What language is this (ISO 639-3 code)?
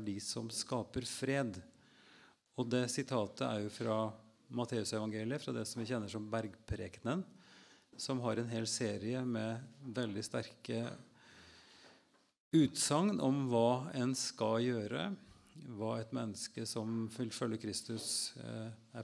nor